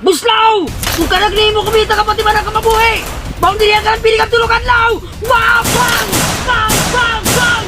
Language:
Waray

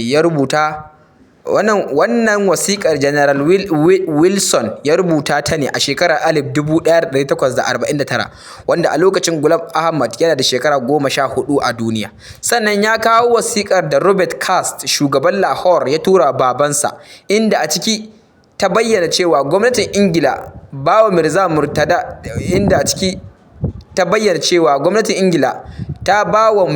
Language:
Hausa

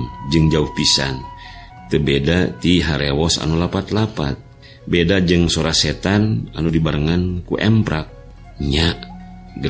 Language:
Sundanese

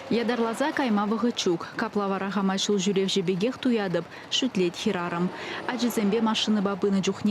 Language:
Chuvash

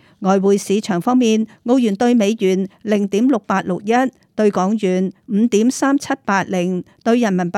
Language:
Cantonese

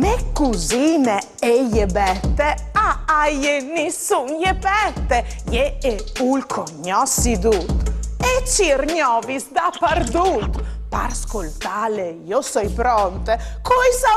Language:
Friulian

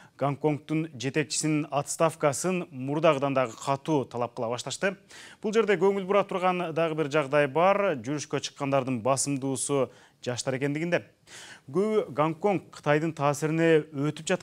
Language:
Kyrgyz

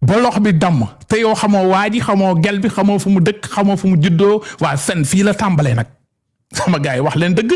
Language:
Wolof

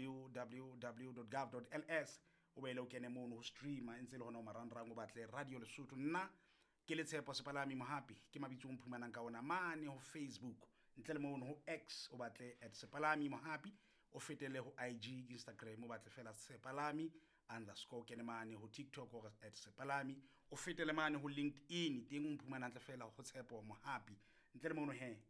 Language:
Southern Sotho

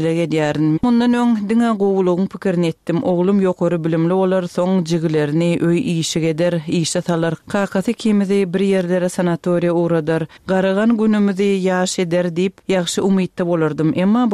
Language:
Turkmen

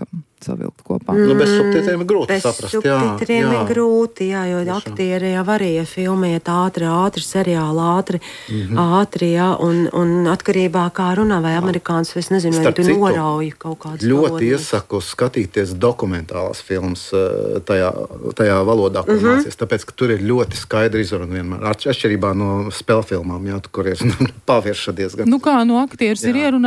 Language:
Latvian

